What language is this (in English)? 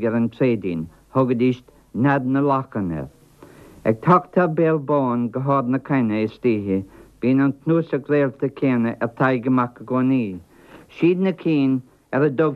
Irish